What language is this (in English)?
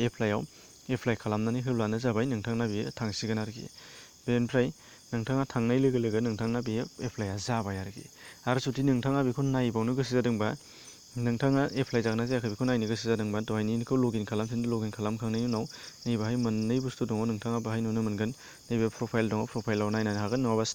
Bodo